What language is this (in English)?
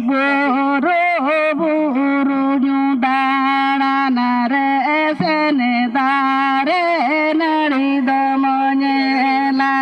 Santali